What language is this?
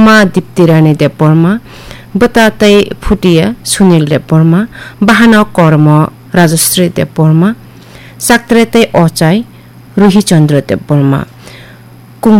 Kok Borok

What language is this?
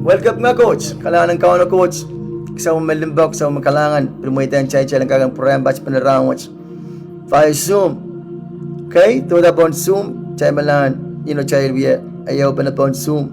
Pohnpeian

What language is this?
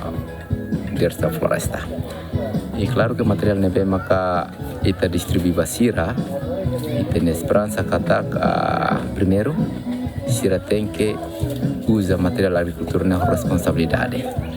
Tetum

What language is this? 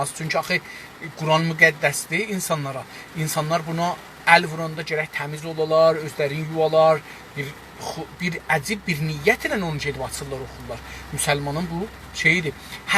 South Azerbaijani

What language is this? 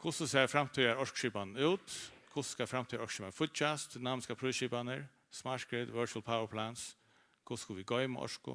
Faroese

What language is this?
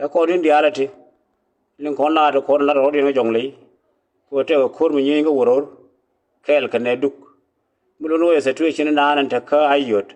Nuer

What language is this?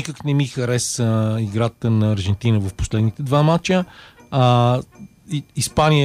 Bulgarian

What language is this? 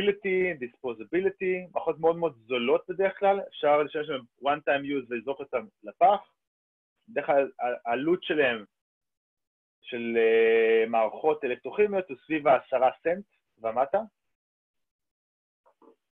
Hebrew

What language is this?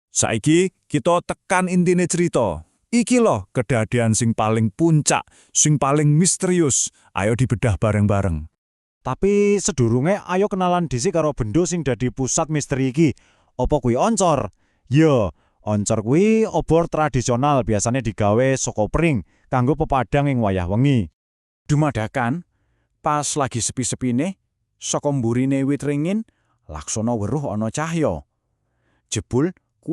Javanese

